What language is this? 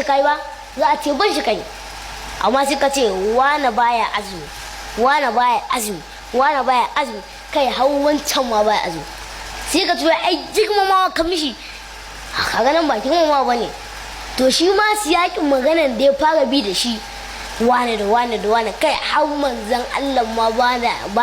Hausa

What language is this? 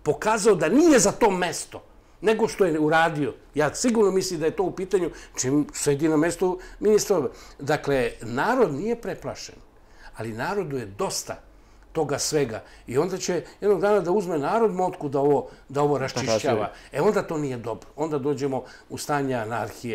Serbian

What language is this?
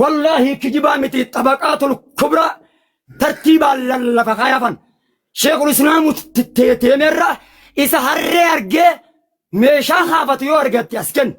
Oromo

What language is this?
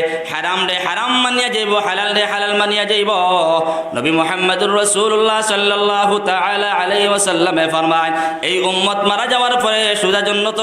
Sylheti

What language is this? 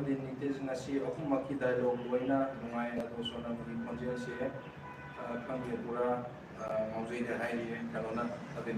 Manipuri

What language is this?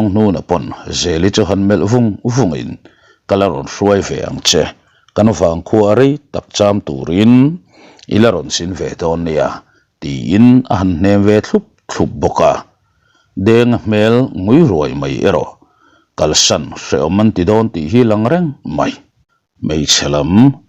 Mizo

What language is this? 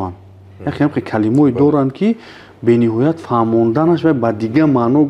Tajik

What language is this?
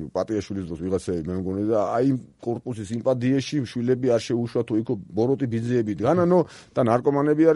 Georgian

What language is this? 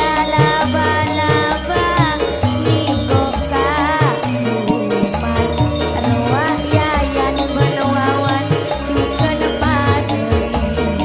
Madurese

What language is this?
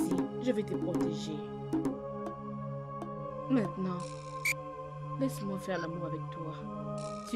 French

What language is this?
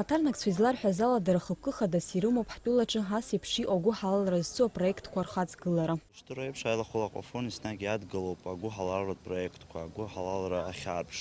Abkhazian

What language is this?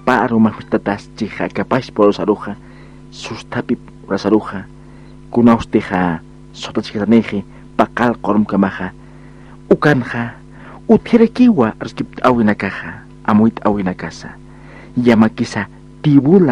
Aymara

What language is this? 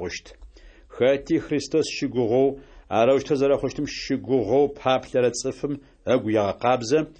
Adyghe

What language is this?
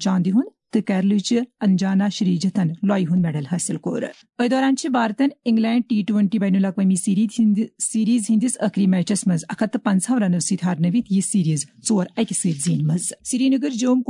Kashmiri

